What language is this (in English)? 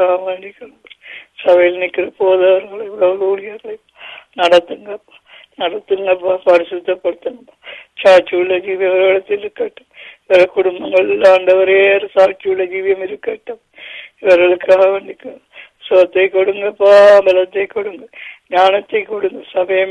Tamil